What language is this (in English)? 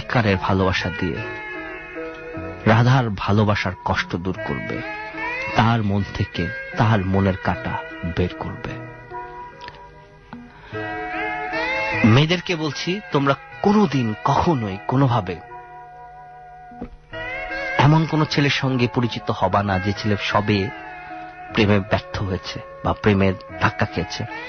Bangla